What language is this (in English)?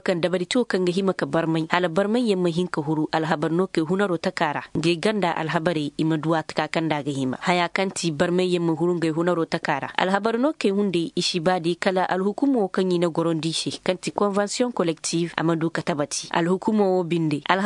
Koyraboro Senni